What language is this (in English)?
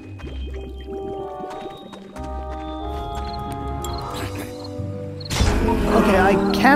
English